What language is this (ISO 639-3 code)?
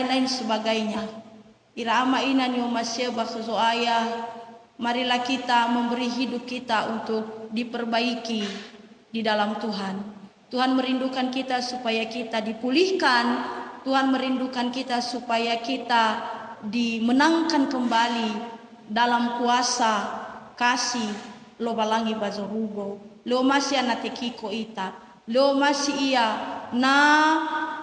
nia